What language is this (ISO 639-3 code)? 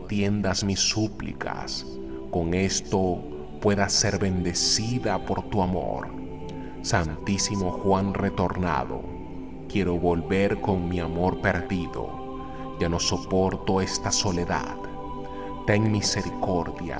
spa